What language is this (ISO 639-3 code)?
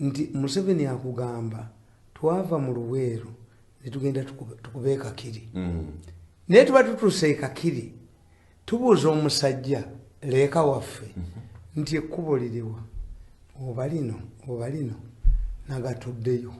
lug